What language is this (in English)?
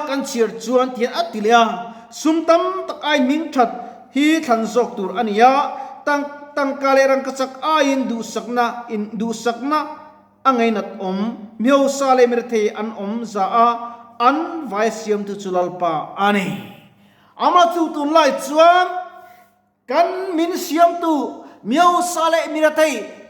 Mizo